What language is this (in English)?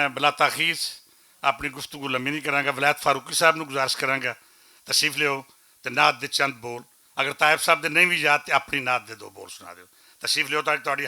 Western Panjabi